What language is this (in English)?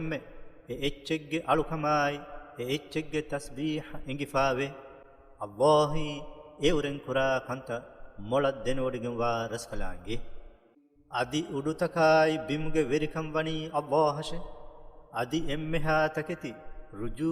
Divehi